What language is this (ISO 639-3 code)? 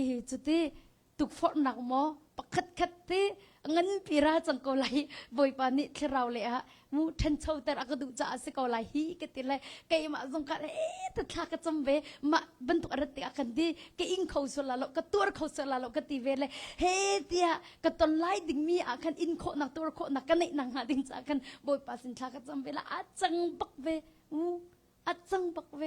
cnh